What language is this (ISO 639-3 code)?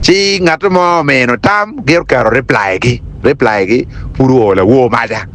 ach